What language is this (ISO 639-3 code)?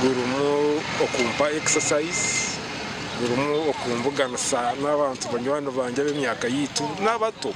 nyn